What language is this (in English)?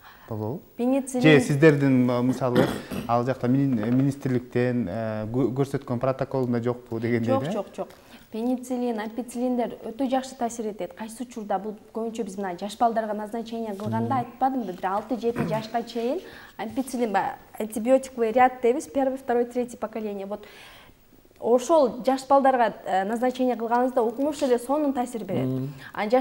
Kyrgyz